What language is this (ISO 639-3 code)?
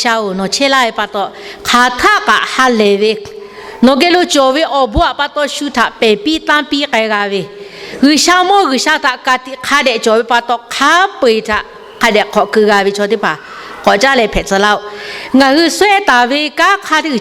lhu